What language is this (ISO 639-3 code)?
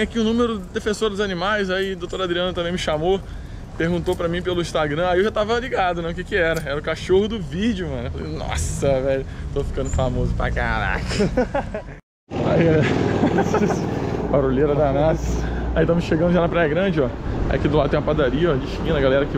por